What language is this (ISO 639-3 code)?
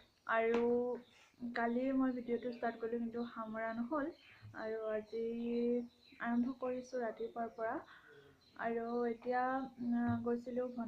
asm